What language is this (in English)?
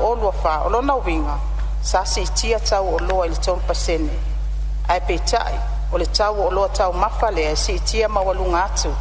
Samoan